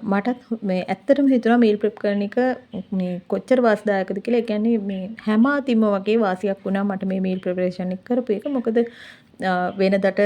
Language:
Sinhala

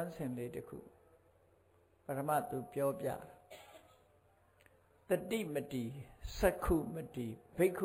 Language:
Burmese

